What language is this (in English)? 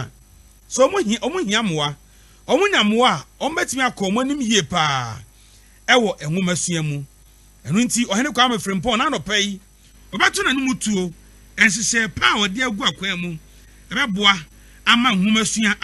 Akan